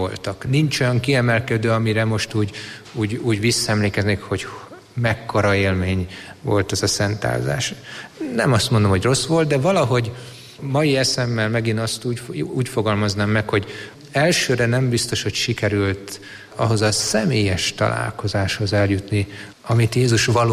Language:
Hungarian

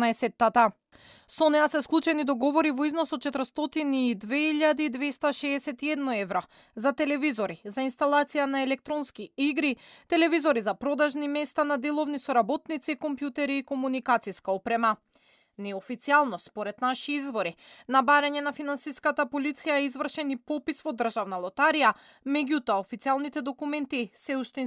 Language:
Macedonian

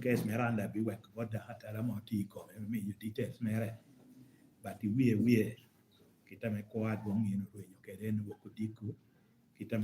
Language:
Lango (Uganda)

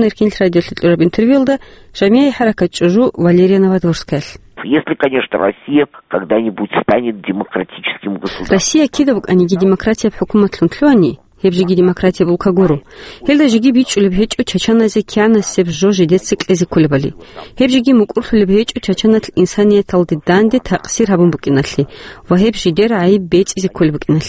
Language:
Avaric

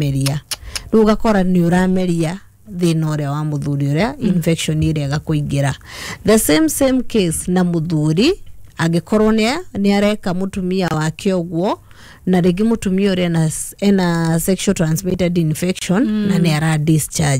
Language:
Kikuyu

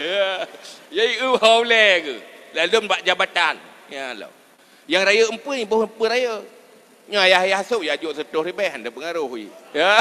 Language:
Achinese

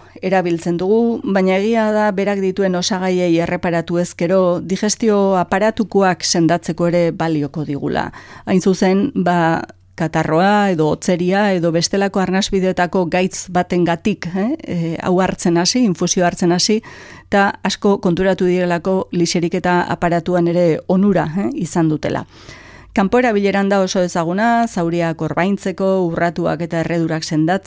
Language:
Basque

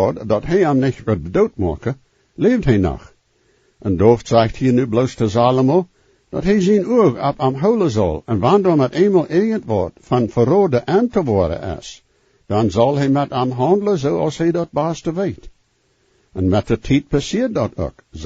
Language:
Plautdietsch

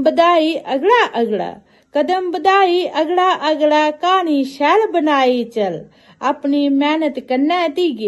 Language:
Dogri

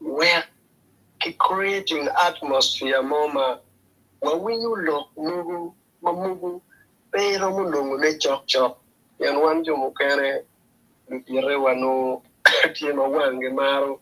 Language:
Acoli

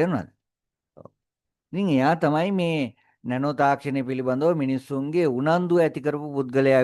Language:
Sinhala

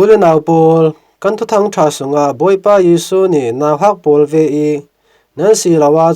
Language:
Falam Chin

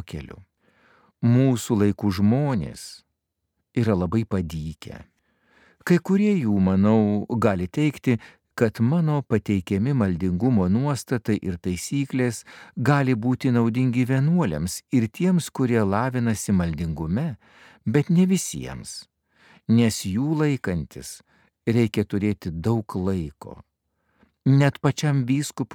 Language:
Lithuanian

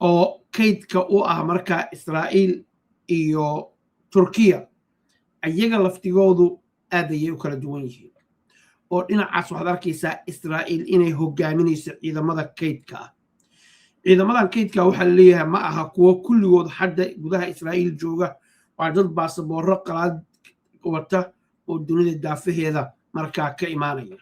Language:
Somali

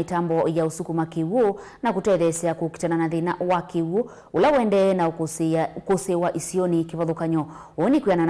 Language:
Kamba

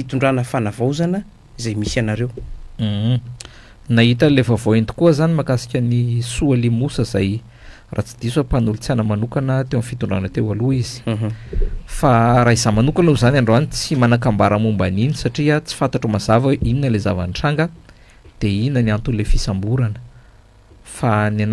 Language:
Malagasy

